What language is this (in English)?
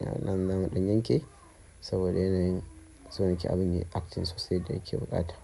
Hausa